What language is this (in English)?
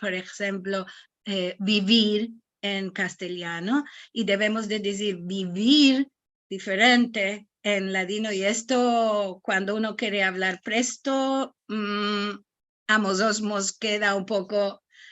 Ladino